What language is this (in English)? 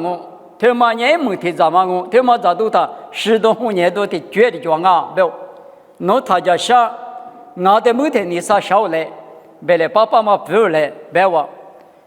Lisu